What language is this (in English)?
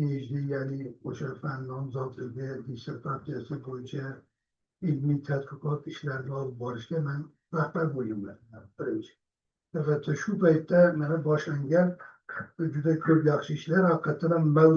Uzbek